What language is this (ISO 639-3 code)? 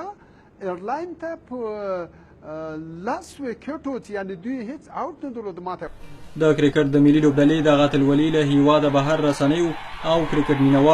pus